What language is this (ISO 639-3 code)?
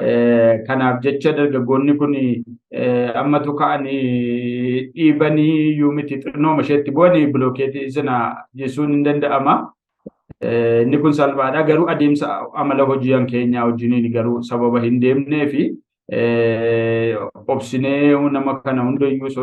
orm